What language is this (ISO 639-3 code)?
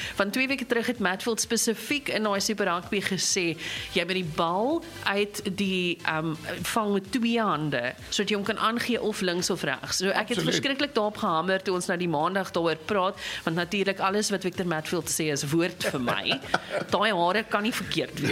afr